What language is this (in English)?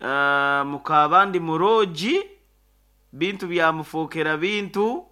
Nyoro